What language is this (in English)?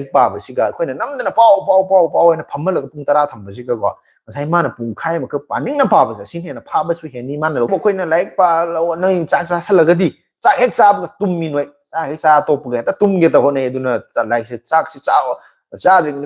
Manipuri